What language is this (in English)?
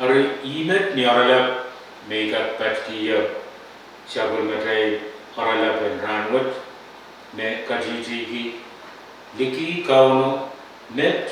Pohnpeian